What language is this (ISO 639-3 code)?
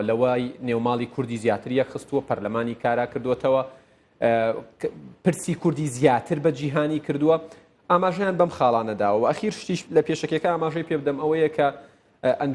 ckb